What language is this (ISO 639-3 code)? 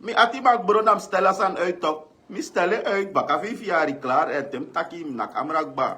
srn